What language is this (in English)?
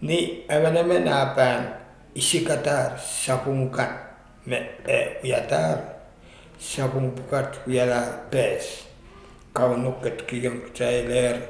Pohnpeian